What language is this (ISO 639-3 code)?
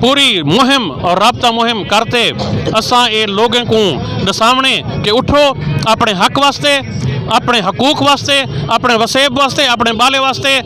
skr